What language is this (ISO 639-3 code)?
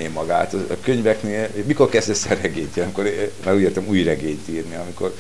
hun